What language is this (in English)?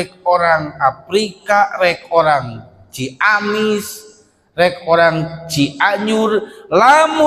Sundanese